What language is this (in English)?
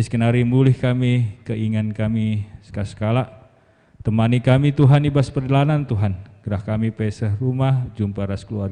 Batak Karo